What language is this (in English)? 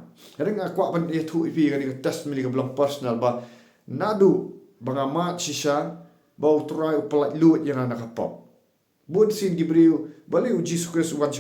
Khasi